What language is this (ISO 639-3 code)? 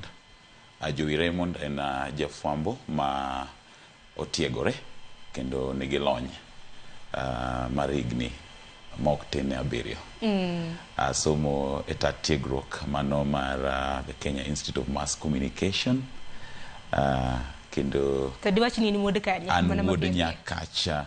luo